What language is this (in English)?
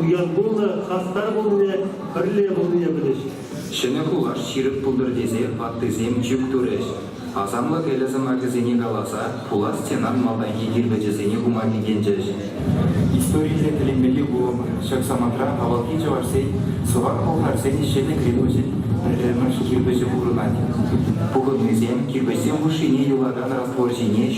Chuvash